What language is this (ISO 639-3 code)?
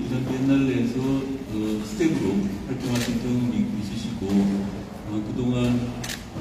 kor